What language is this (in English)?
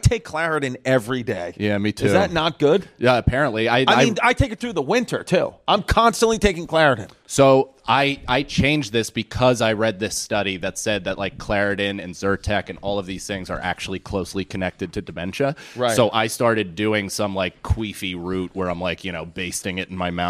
English